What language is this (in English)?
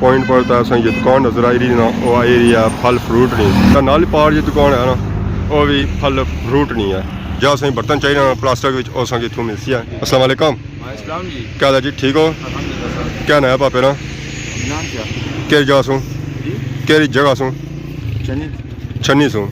Pahari-Potwari